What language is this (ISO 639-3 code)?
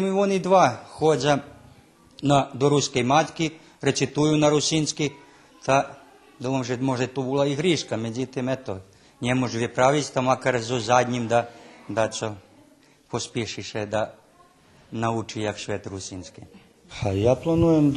rue